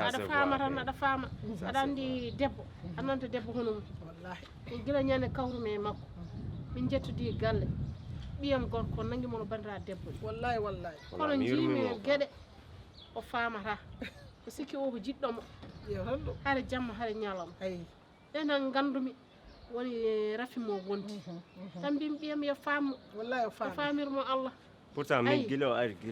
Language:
Fula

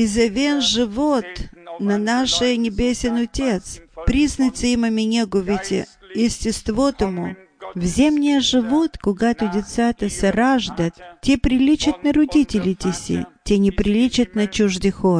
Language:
Bulgarian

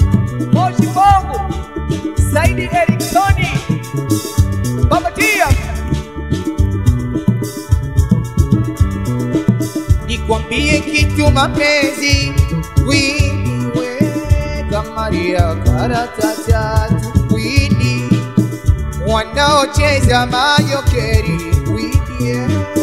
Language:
Swahili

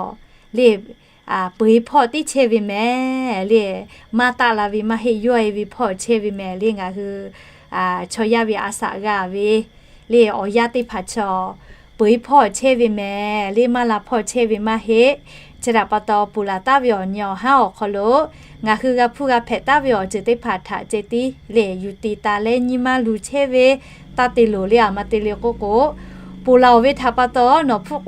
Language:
Lahu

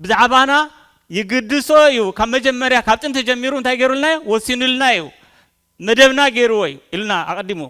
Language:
Tigrinya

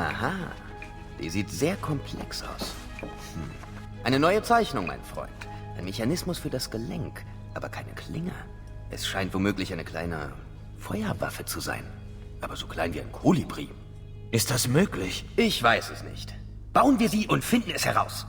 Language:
Bavarian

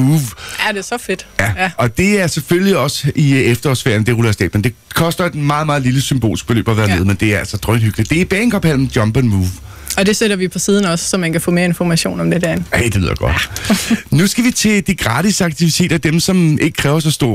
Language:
Danish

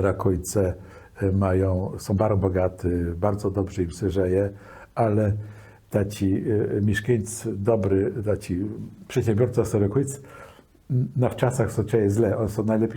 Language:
Kashubian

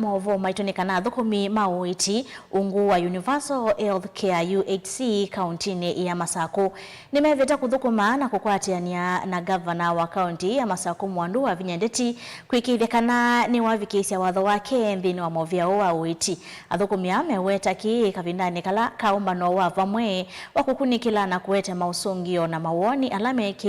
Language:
Kamba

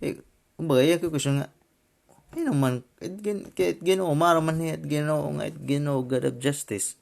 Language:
Waray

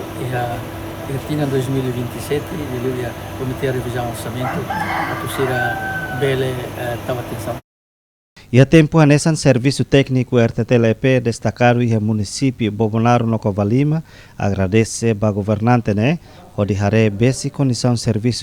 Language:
Tetum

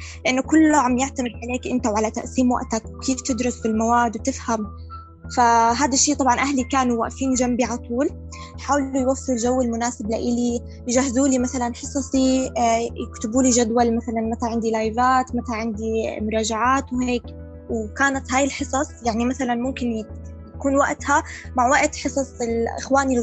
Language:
North Levantine Arabic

